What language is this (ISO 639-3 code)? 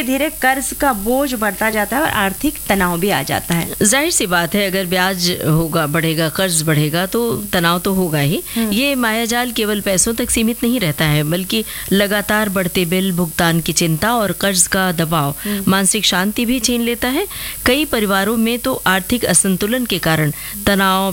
hin